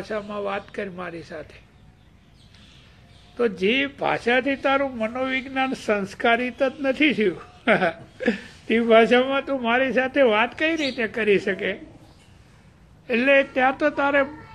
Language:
Gujarati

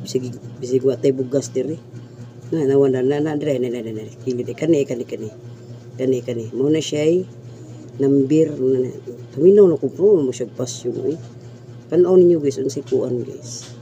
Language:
Cebuano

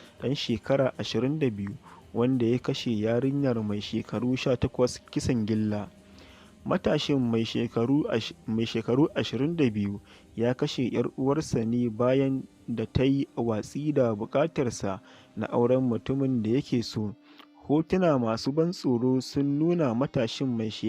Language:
Hausa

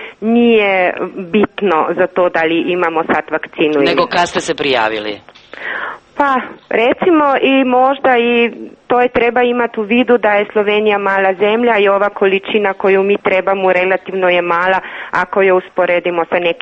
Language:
Serbian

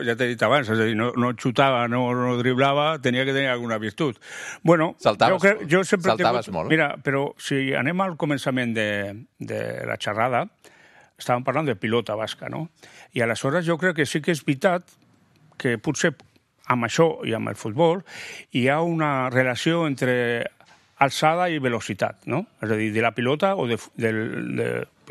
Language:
Catalan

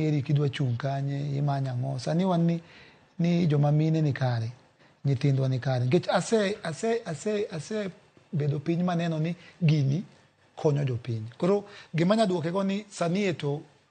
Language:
Luo (Kenya and Tanzania)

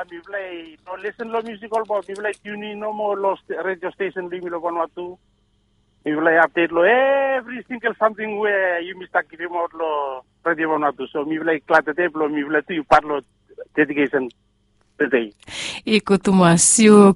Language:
Bislama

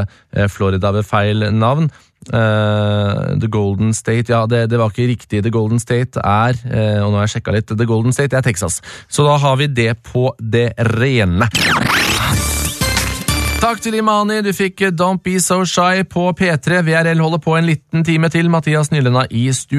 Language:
Norwegian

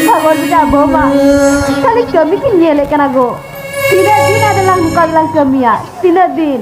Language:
Santali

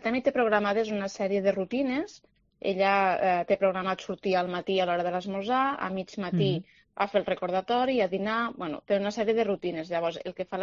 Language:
Catalan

